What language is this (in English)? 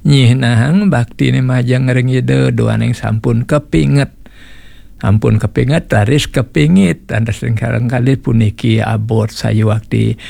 Balinese